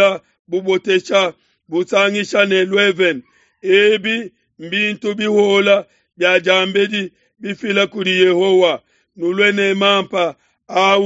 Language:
Luba-Lulua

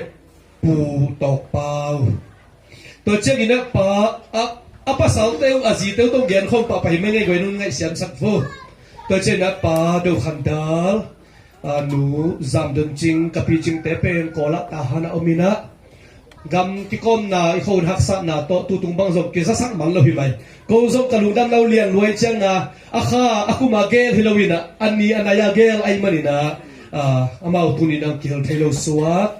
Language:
Tedim Chin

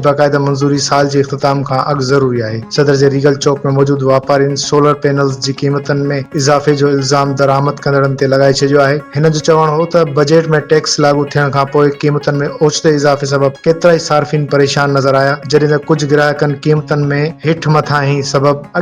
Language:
Sindhi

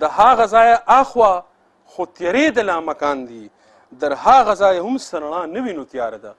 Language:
Pashto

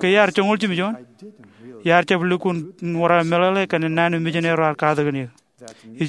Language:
Marshallese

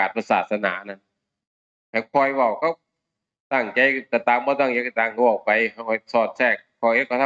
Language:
Northeastern Thai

